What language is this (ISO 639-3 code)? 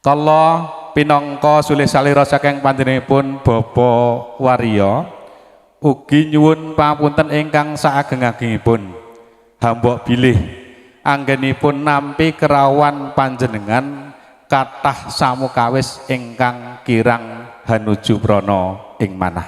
jav